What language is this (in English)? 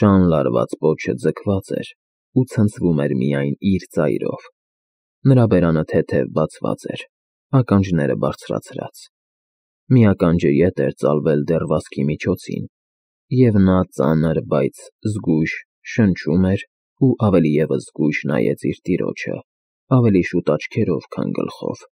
Armenian